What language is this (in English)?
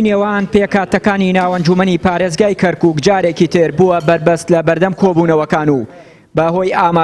Central Kurdish